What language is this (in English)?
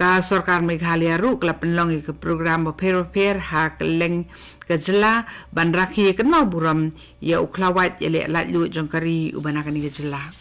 Khasi